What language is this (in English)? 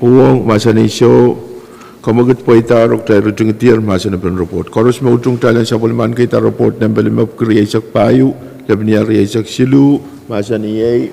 Pohnpeian